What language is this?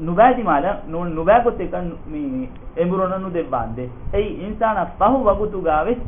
Divehi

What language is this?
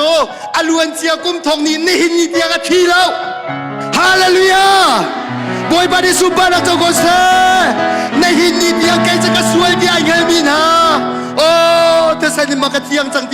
Hakha Chin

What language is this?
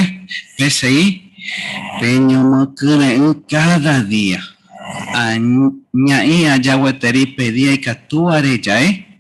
Guarani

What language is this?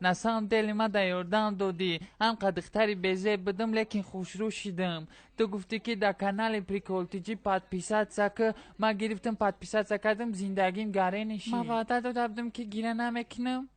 Tajik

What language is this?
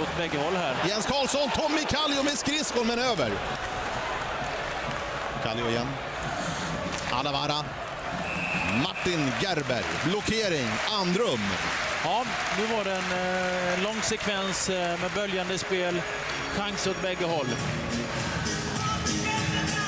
Swedish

